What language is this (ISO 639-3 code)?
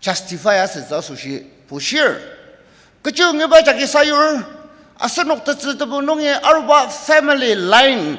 njo